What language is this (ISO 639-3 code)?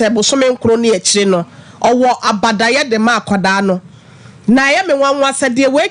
aka